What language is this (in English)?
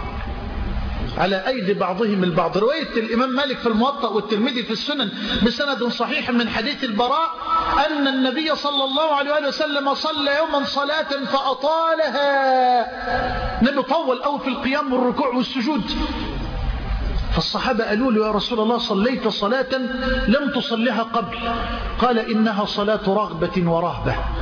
Arabic